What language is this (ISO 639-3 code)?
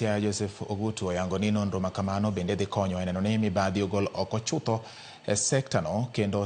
luo